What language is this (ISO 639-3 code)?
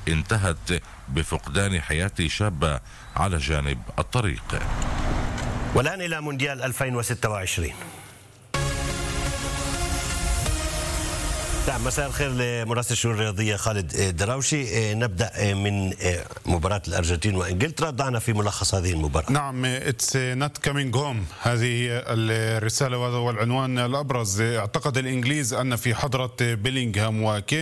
ara